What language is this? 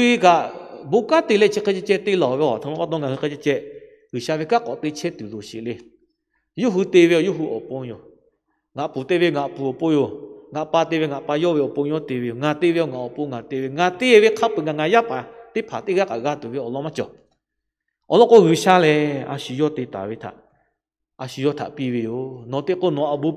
Lahu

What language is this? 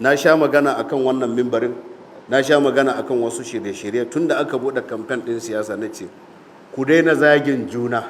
Hausa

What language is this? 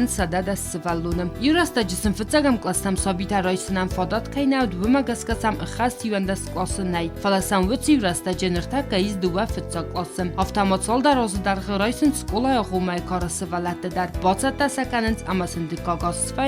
Ossetic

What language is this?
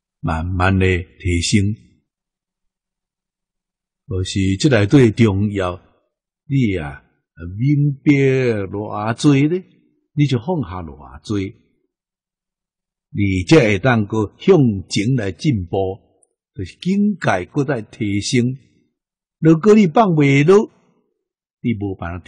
Min Nan Chinese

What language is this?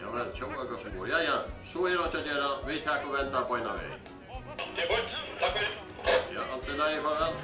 Faroese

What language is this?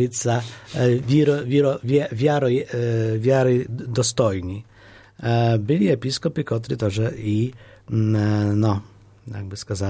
Polish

